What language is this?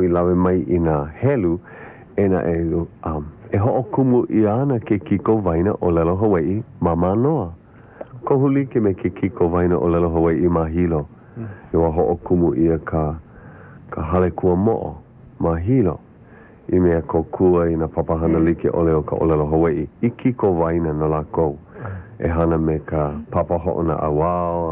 Hawaiian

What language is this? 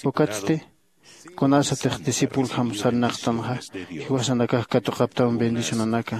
Aymara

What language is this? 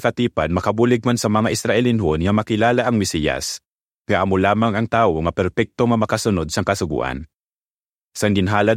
Hiligaynon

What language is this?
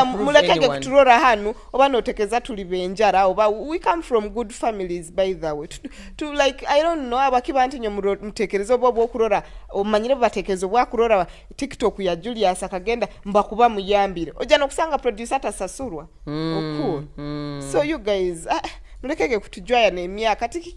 Nyoro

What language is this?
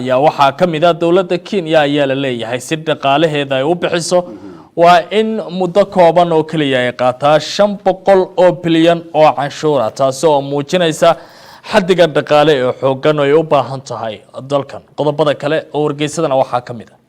Somali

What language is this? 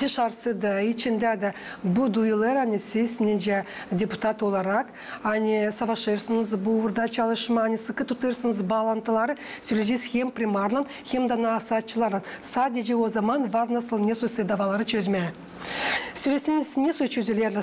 Gagauz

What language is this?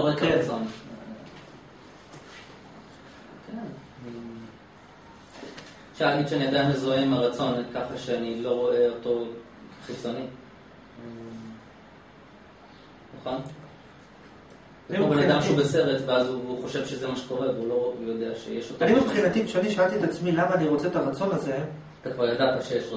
Hebrew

